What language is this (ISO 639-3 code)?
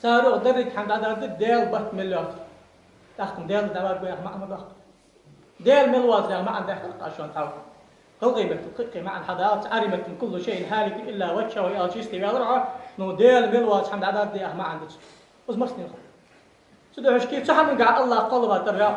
inh